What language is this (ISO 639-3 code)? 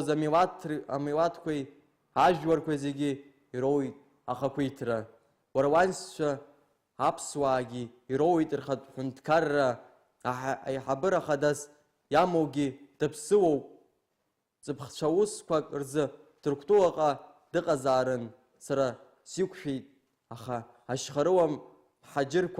abk